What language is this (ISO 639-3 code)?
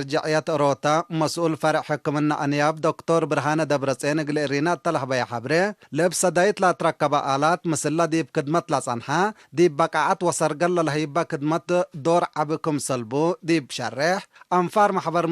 tig